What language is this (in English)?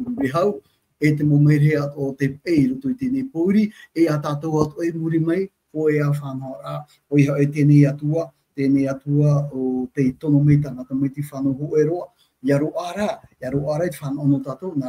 Tahitian